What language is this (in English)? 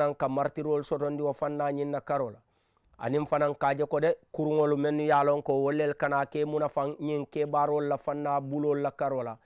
Mandingo